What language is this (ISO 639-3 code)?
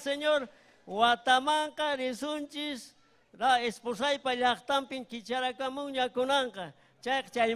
quy